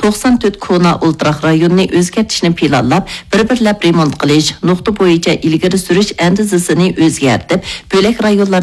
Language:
Uyghur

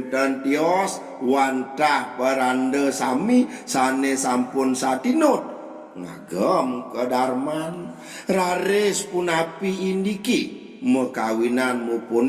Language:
Balinese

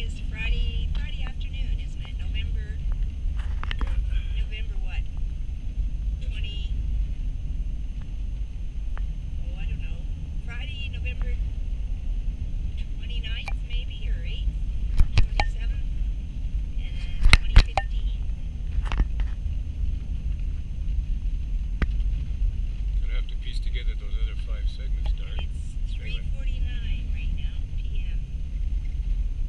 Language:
English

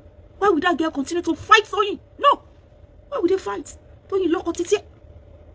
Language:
Yoruba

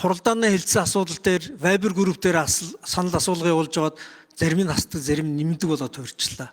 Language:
Mongolian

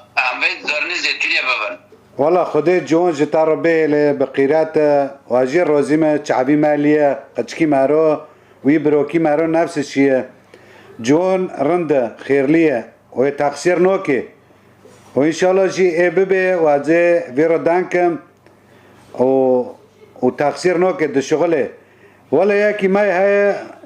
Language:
Kurdish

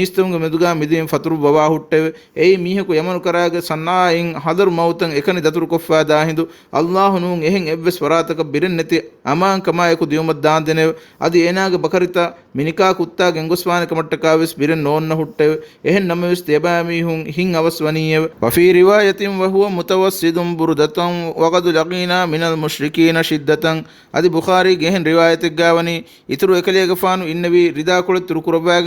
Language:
Divehi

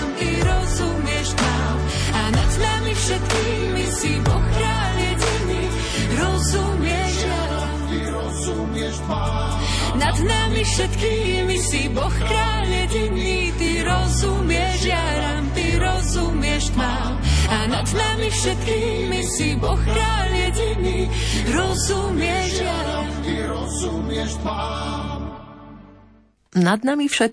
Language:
Slovak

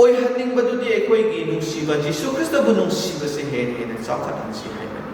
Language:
Manipuri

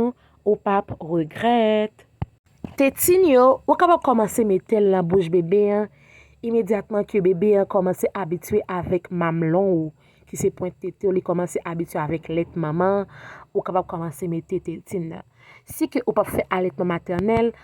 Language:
Haitian Creole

